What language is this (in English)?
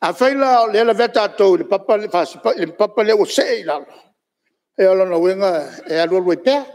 Samoan